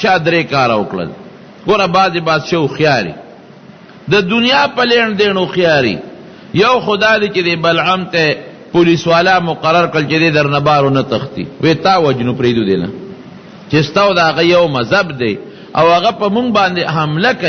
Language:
Pashto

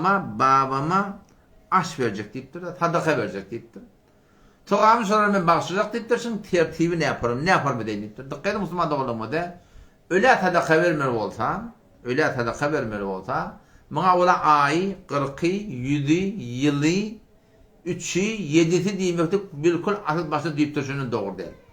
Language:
Turkmen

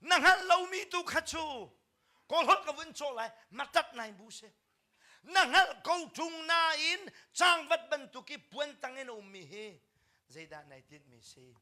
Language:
Hakha Chin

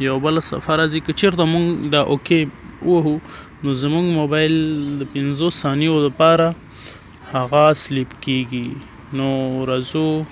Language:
Pashto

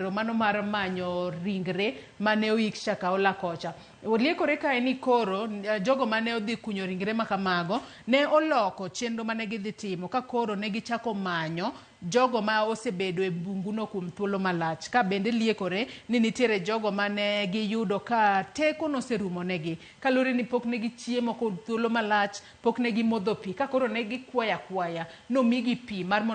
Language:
Luo (Kenya and Tanzania)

